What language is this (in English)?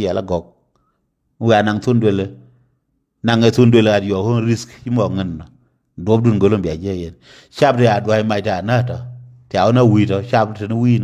Nuer